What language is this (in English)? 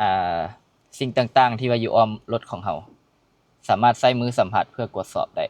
Lao